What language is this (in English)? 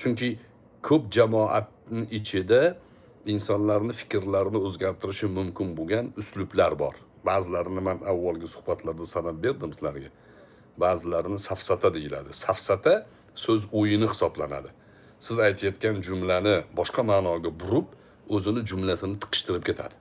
Uzbek